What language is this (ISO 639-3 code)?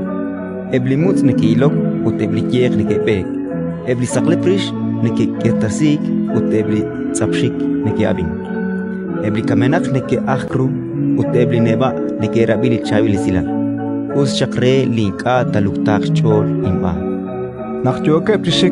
kek